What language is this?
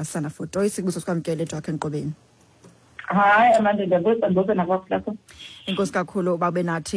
Xhosa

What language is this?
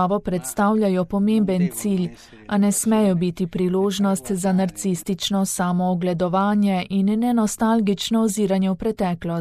Slovenian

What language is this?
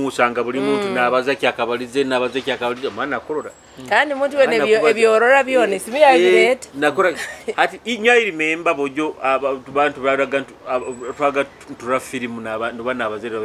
Nyoro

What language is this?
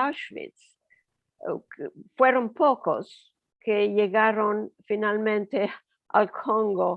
Ladino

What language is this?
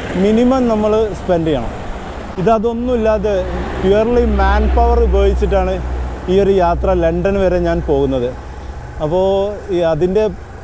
Malayalam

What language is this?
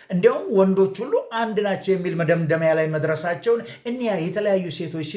Amharic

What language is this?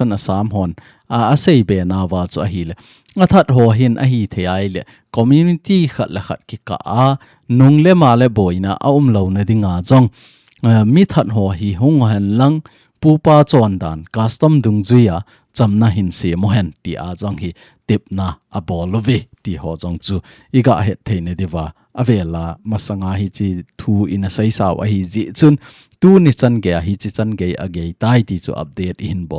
Thado Chin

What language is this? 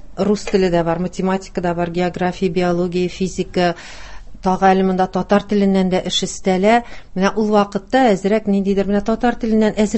Tatar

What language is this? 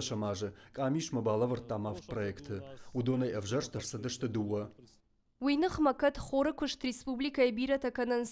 Ossetic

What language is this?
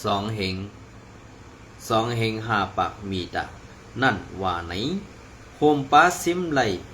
Shan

